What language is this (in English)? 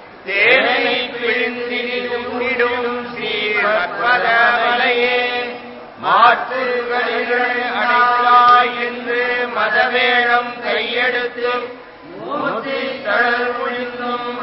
Tamil